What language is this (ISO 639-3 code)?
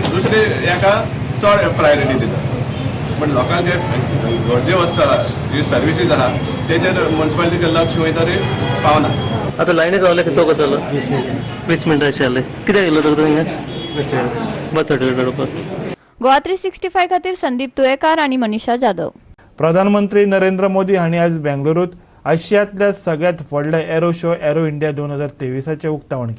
kok